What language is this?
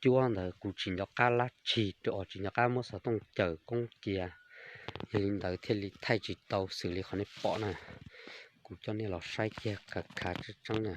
Hmong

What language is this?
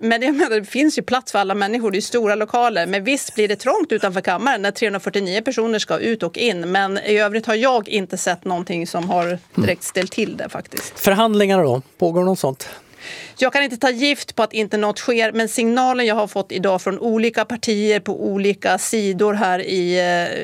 Swedish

